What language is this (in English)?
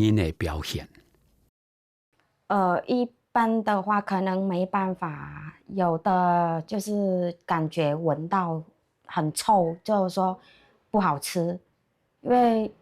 Hakka Chinese